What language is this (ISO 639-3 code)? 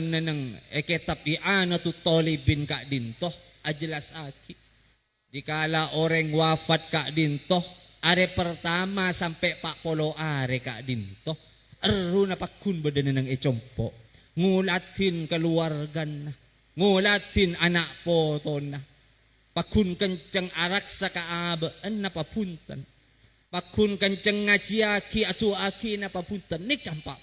mad